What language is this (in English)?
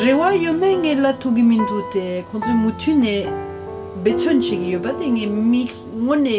Tibetan